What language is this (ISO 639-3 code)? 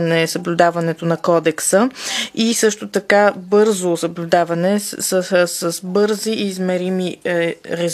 bul